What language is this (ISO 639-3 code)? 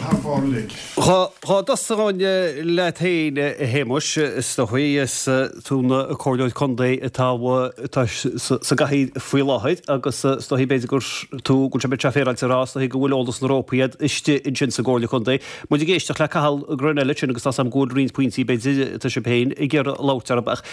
gle